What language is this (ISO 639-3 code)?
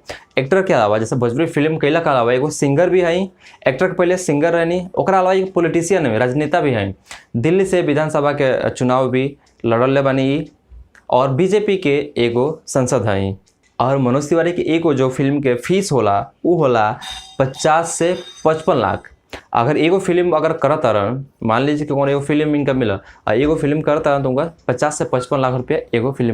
bho